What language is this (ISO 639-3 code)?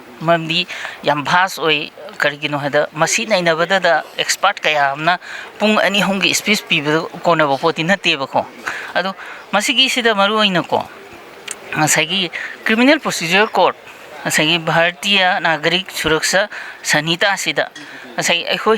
mni